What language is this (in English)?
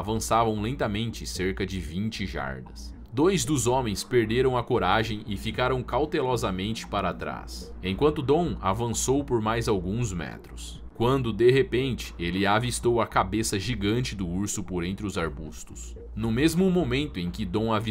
Portuguese